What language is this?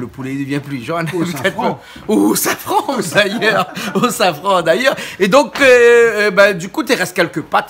Réunion Creole French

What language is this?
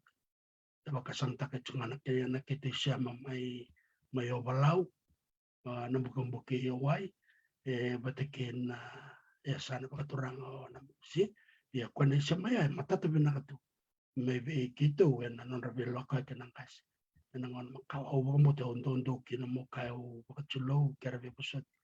Fijian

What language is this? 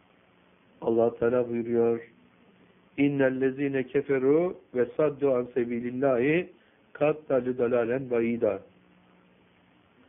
Turkish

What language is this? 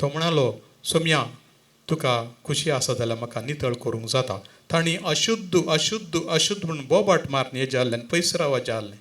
Konkani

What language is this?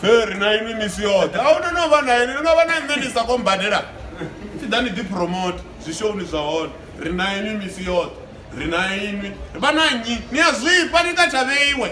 Venda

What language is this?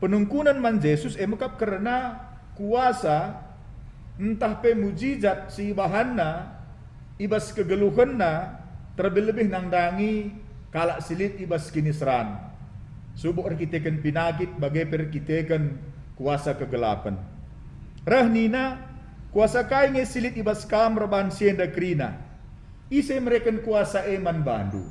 Batak Karo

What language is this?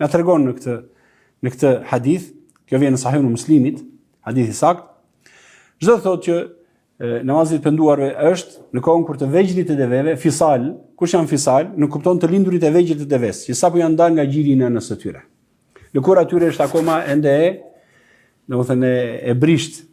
Albanian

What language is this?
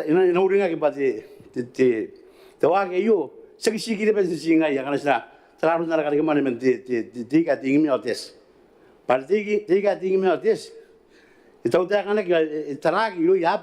Gilbertese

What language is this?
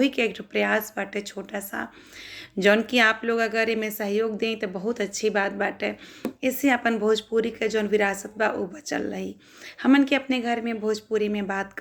Bhojpuri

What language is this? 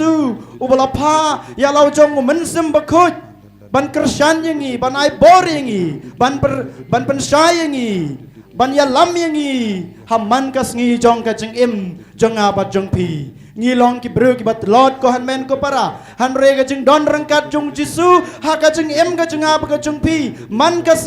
Khasi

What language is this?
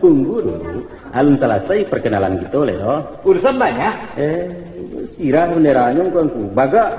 Minangkabau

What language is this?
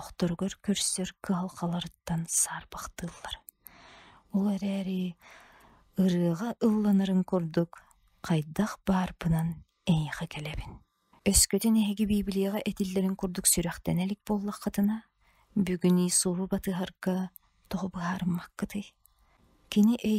Yakut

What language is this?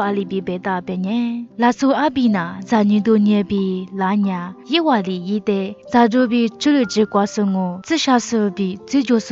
Lisu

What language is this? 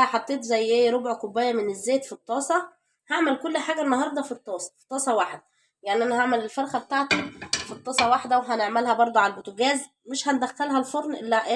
Egyptian Arabic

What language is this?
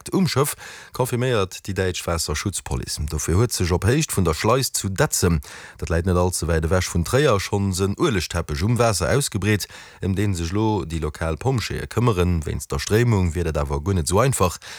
Luxembourgish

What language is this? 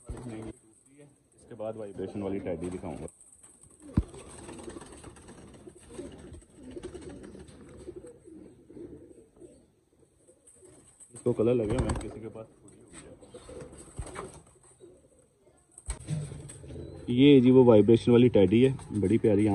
Hindi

